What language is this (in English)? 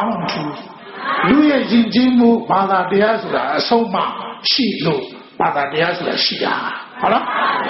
Burmese